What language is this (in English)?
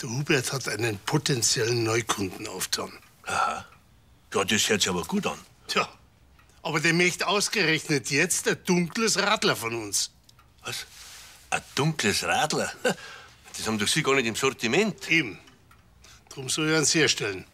Bavarian